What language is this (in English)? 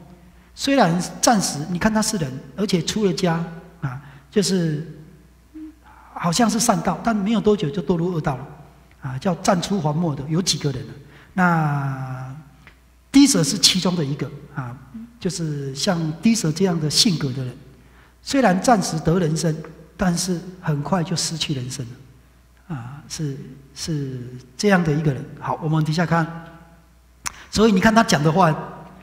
Chinese